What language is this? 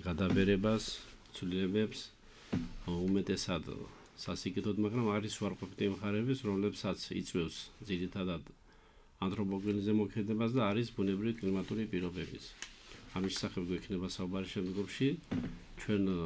Georgian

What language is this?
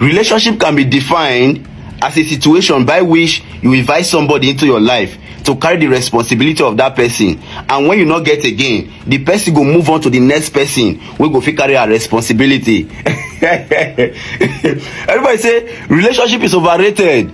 Nigerian Pidgin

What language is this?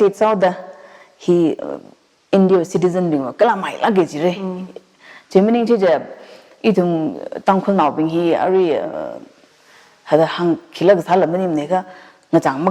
Tangkhul Naga (India)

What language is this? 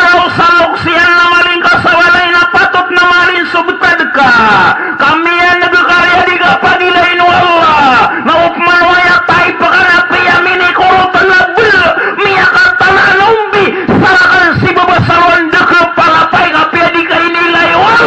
Maranao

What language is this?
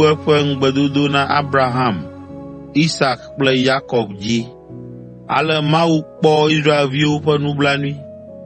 Ewe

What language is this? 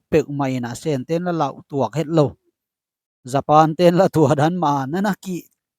Tedim Chin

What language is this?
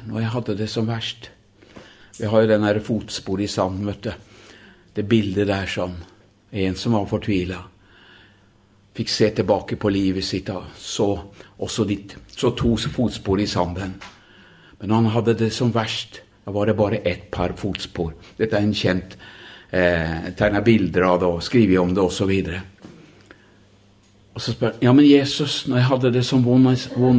Norwegian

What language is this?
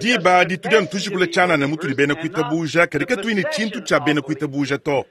Luba-Lulua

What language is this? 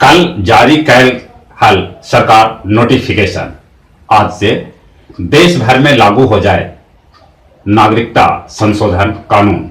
Magahi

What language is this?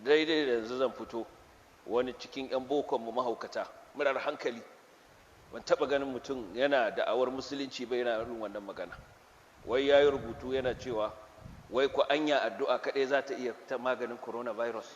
Hausa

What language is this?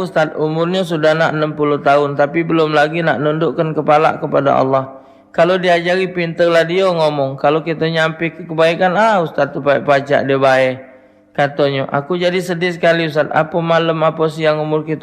Musi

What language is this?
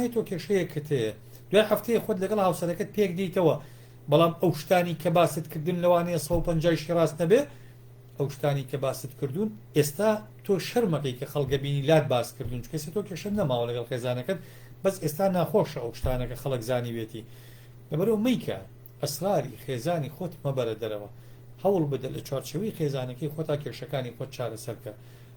Central Kurdish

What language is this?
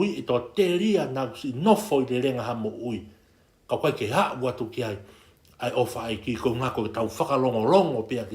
Tongan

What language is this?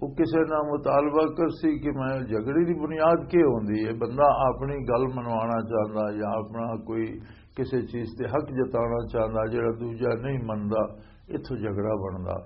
Western Panjabi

